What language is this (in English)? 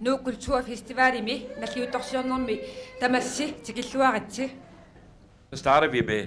Kalaallisut